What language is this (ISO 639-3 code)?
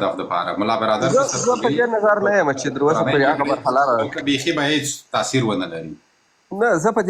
pus